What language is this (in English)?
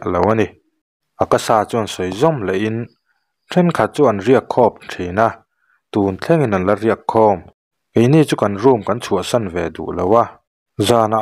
Mizo